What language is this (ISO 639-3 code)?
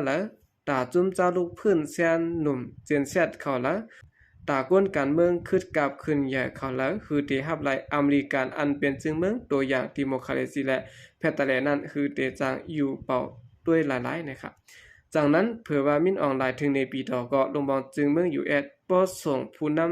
shn